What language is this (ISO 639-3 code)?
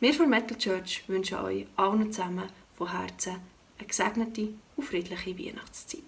gsw